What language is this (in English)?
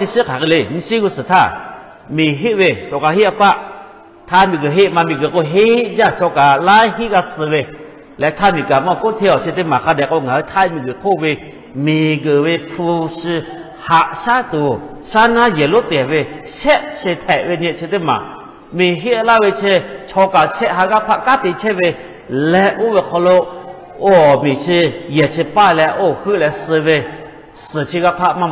Lahu